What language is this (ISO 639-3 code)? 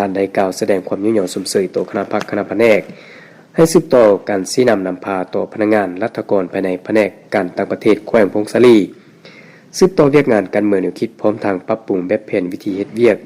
lao